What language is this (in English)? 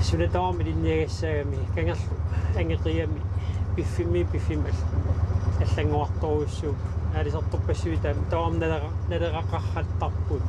Kalaallisut